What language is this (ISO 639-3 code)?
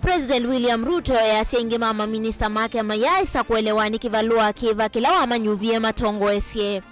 kam